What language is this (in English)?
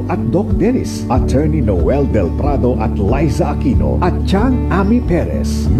Filipino